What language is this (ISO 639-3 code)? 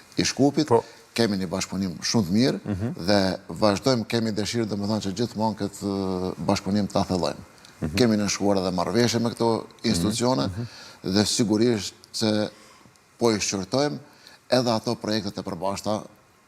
sqi